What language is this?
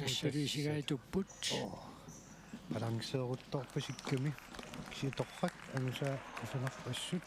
Kalaallisut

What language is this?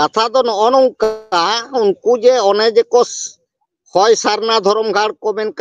Santali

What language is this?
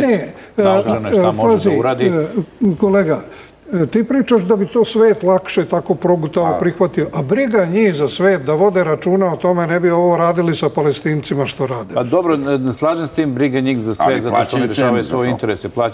Serbian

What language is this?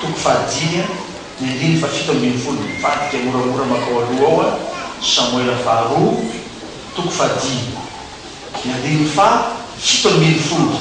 Malagasy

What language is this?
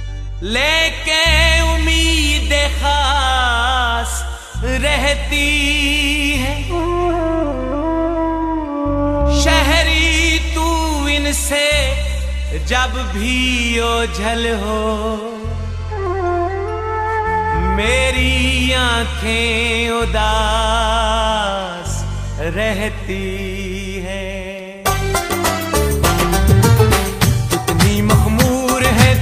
Hindi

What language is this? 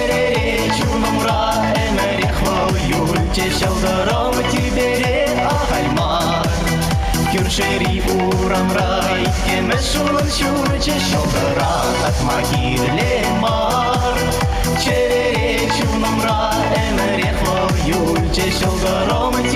Chuvash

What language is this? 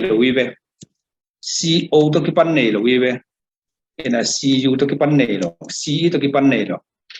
Tedim Chin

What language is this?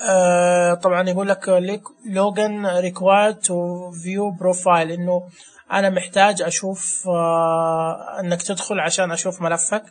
Najdi Arabic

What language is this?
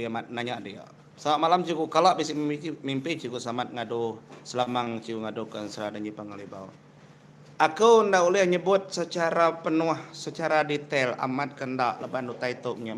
Iban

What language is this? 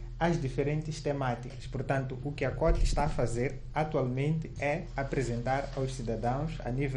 Portuguese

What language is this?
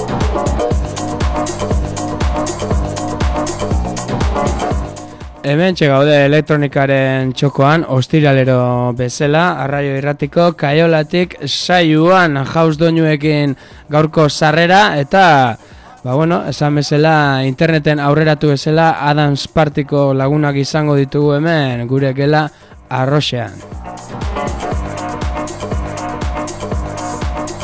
Basque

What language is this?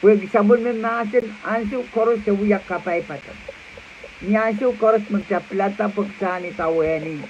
Pohnpeian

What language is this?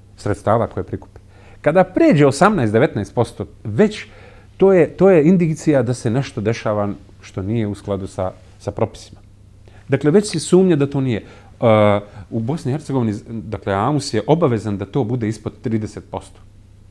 Bosnian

